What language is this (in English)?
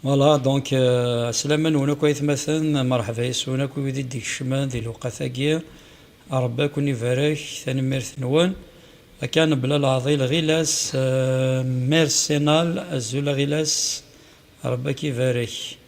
Kabyle